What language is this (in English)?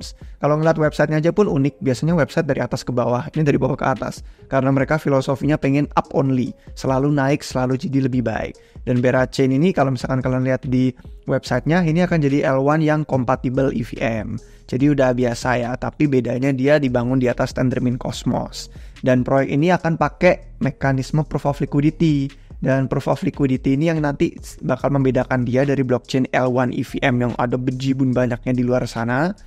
Indonesian